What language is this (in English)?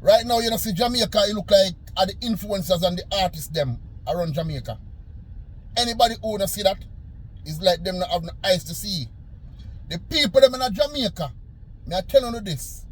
Jamaican Creole English